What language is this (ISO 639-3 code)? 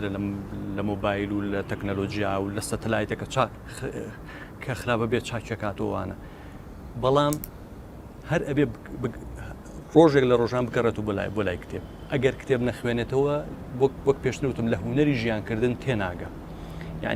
ckb